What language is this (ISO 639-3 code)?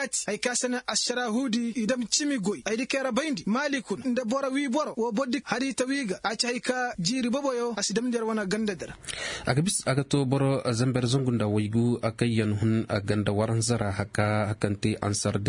dje